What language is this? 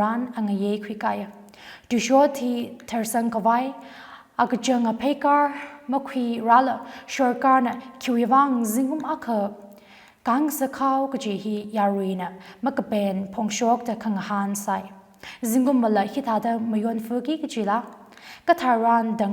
Tangkhul Naga (India)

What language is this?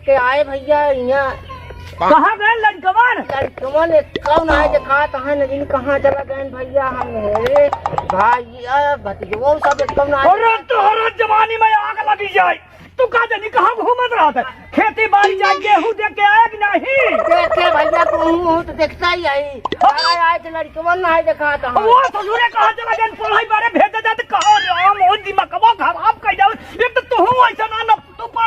Awadhi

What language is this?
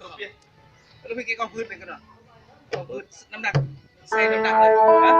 Lao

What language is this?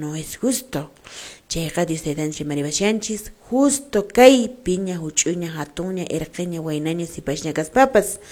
Quechua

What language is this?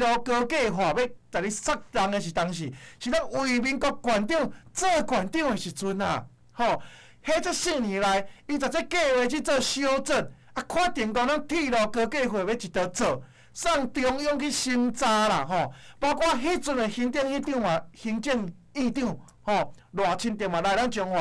Min Nan Chinese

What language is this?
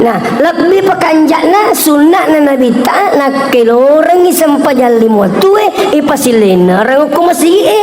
Buginese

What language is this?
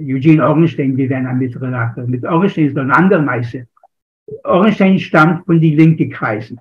Yiddish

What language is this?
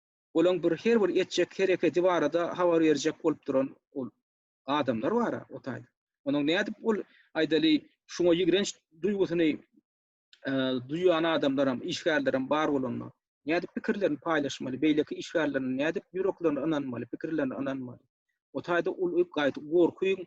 Turkmen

